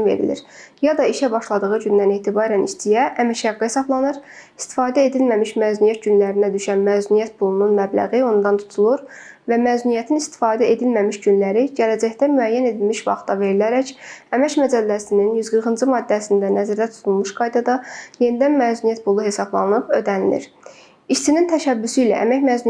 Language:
Azerbaijani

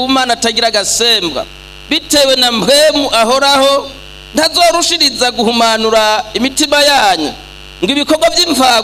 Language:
Rundi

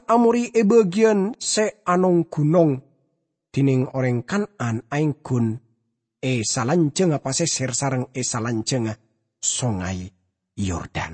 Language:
Madurese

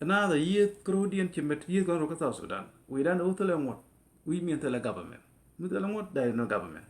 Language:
Nuer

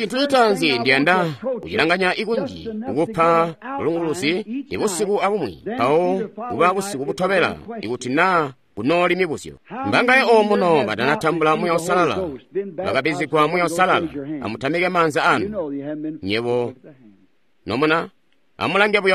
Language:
Tonga (Zambia)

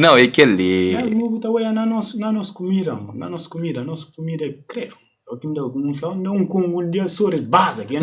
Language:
Kabuverdianu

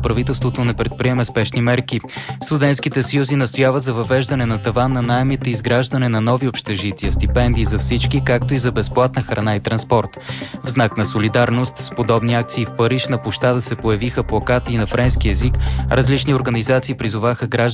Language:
Bulgarian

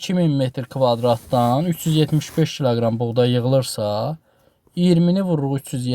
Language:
Azerbaijani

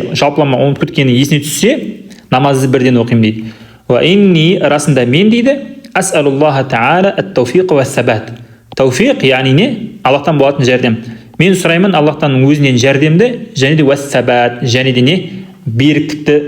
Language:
Kazakh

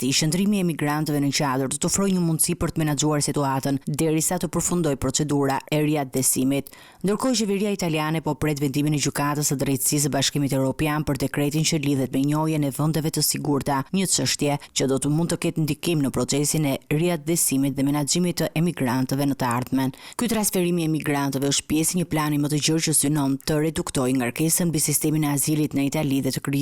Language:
Albanian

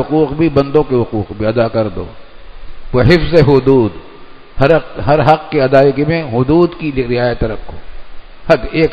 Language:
Urdu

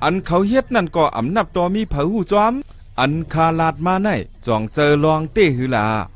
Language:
Shan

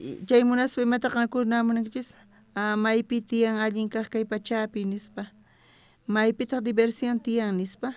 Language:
South Bolivian Quechua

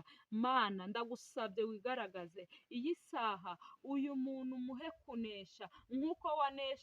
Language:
Kinyarwanda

